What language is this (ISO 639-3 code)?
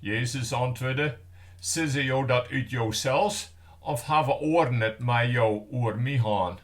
fry